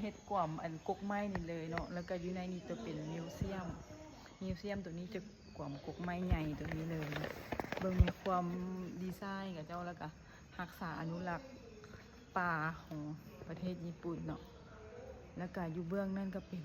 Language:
Lao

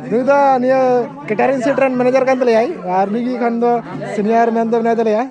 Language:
Santali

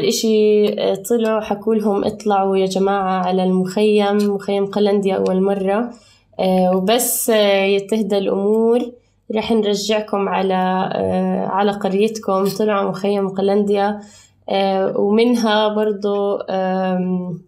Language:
North Levantine Arabic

